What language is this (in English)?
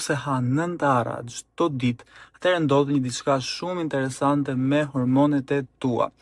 Albanian